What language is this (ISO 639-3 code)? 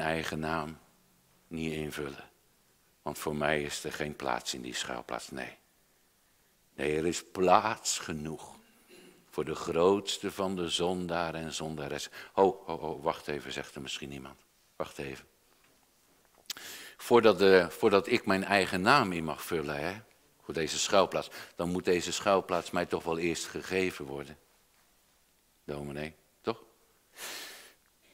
nld